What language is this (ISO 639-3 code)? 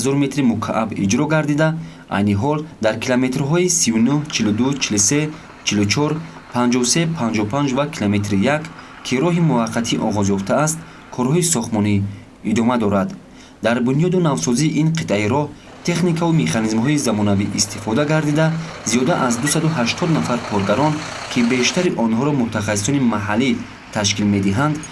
tgk